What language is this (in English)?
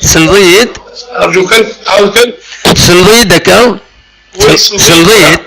Kabyle